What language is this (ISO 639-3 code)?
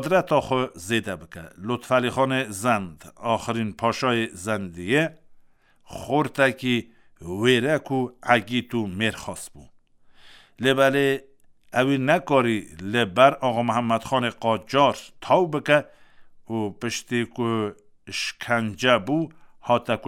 kur